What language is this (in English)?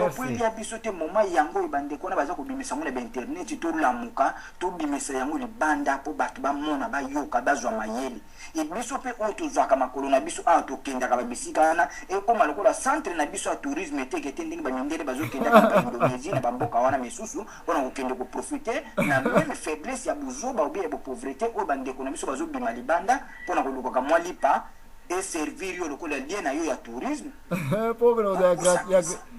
Lingala